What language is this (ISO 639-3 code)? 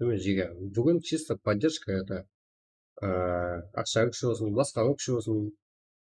kaa